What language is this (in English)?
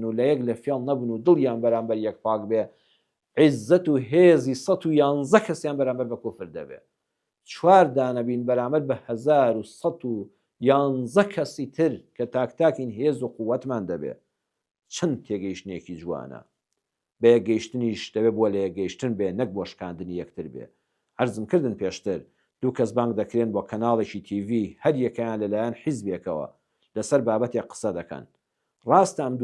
Central Kurdish